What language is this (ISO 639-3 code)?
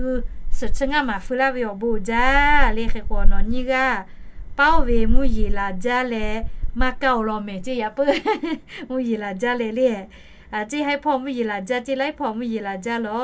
lhu